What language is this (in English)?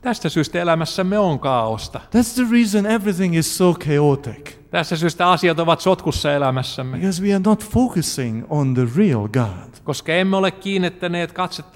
Finnish